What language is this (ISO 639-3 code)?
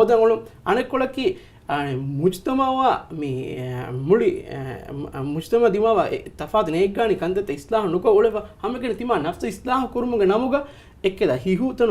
div